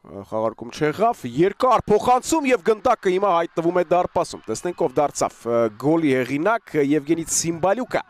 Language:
Armenian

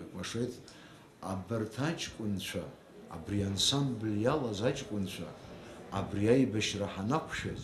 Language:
Abkhazian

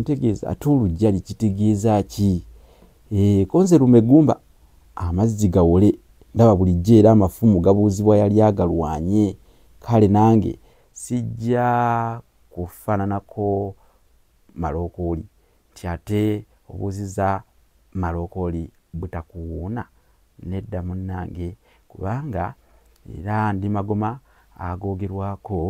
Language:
Ganda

